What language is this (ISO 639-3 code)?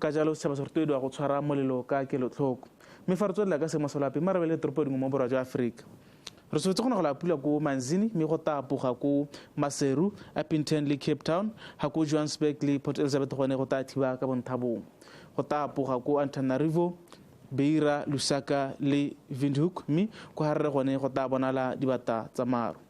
tsn